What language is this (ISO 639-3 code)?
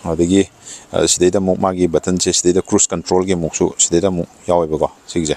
mni